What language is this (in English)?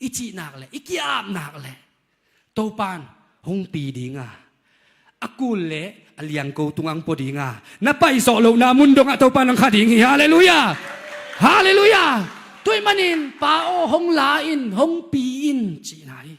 Tedim Chin